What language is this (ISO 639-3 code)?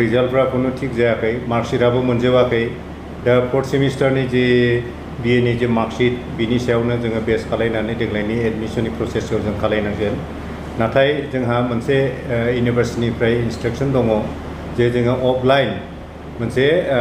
brx